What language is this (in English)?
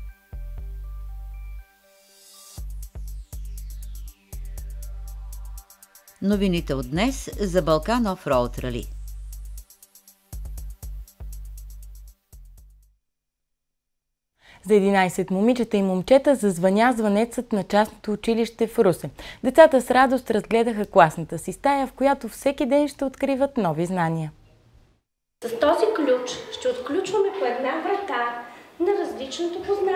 Bulgarian